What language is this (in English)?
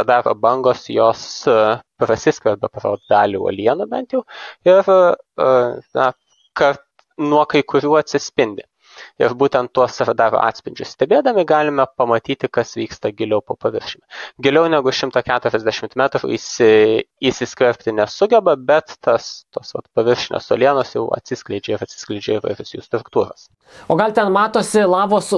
Lithuanian